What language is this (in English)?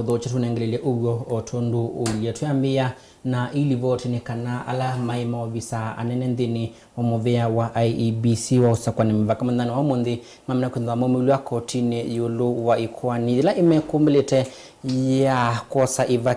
Kamba